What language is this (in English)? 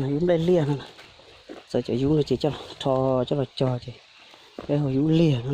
Hmong